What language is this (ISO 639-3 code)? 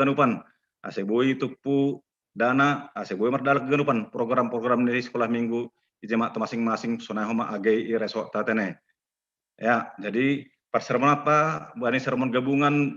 bts